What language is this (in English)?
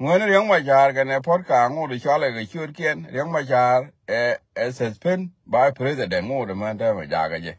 Nuer